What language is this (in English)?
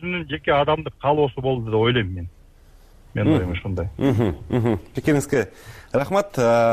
Kyrgyz